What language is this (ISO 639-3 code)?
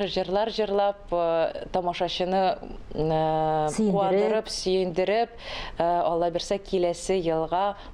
tat